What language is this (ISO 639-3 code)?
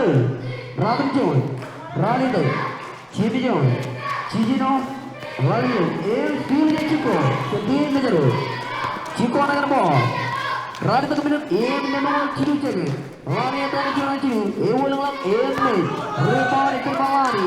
mah